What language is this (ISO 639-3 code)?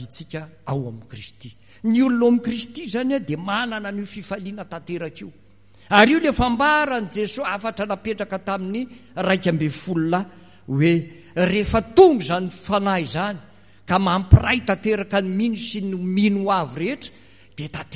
mlg